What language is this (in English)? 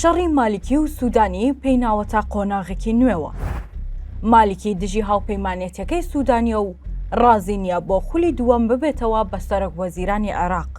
Central Kurdish